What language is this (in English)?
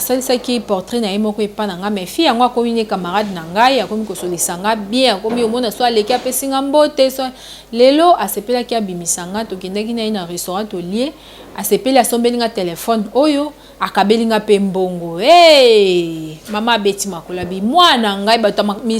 Lingala